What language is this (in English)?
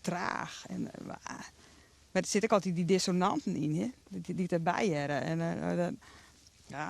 Western Frisian